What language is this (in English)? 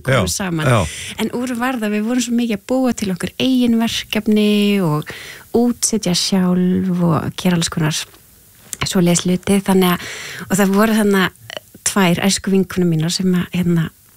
Icelandic